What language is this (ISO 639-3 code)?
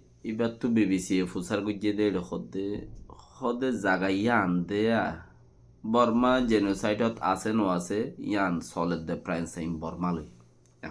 rhg